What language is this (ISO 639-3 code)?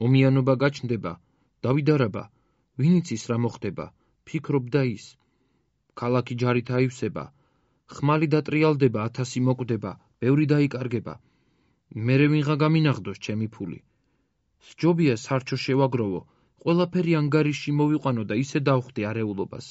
kat